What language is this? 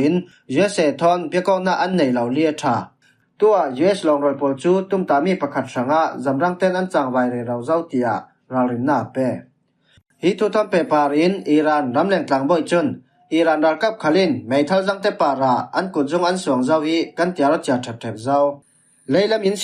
Falam Chin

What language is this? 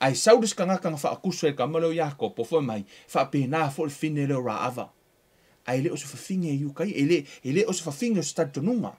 Samoan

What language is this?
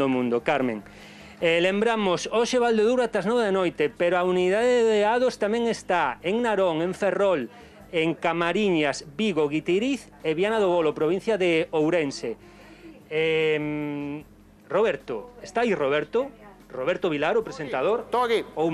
Galician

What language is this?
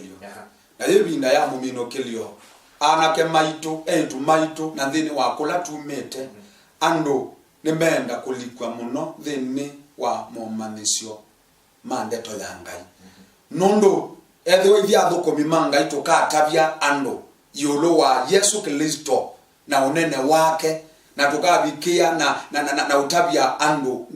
Kamba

